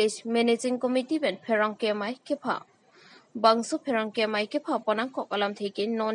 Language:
Karbi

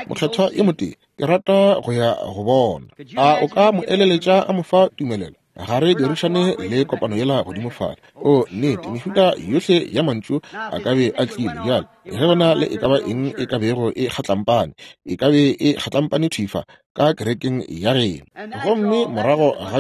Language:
Northern Sotho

